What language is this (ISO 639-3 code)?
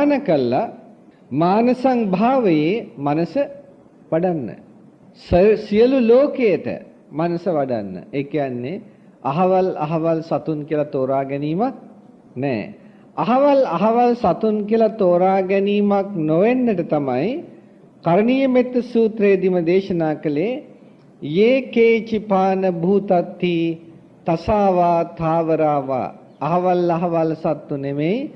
sin